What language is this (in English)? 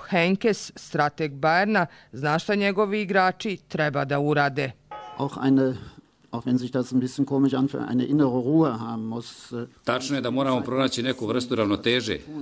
Croatian